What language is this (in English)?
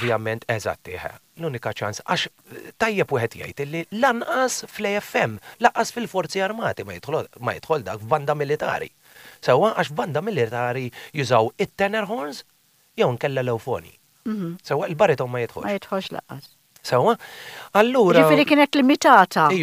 Maltese